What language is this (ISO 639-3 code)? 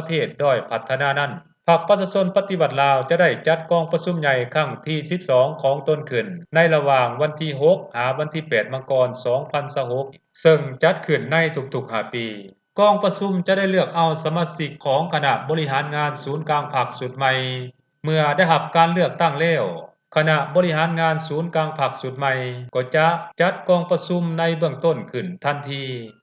lao